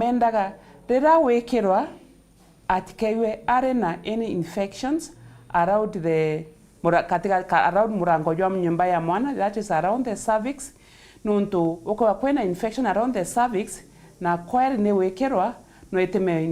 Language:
Meru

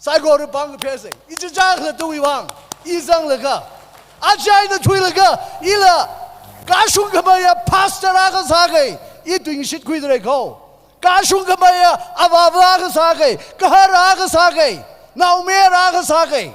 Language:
Tangkhul Naga (India)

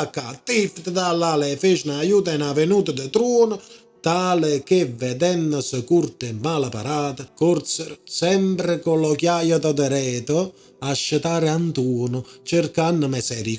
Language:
Neapolitan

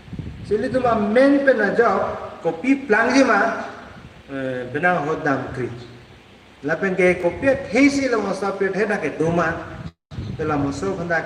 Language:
Karbi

